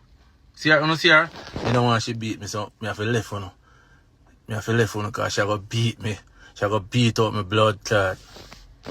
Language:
Jamaican Creole English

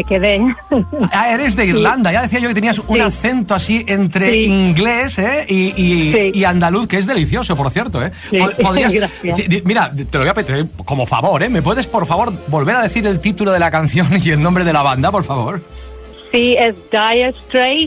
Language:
Spanish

